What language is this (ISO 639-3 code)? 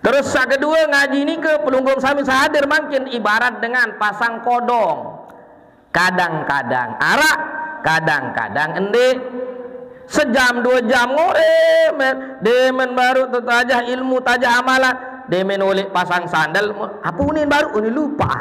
sas